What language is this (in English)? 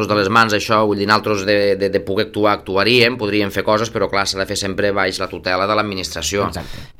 Catalan